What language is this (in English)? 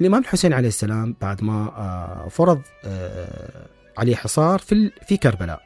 Mesopotamian Arabic